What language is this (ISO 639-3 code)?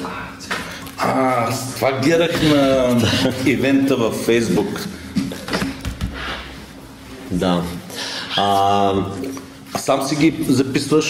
bul